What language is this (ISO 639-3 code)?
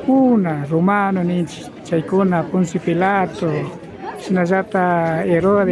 qvi